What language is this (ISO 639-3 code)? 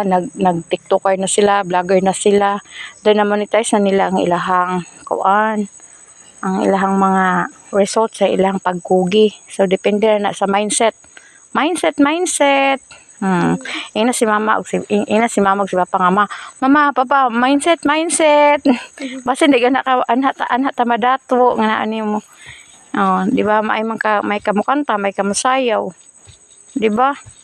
ceb